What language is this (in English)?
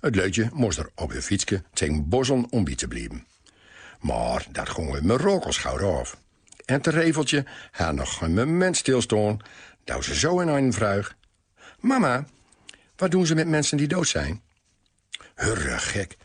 Gronings